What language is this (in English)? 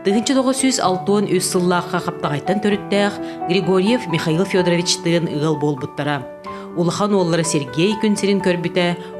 Yakut